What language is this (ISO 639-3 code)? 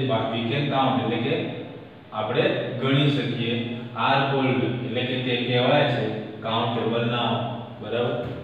guj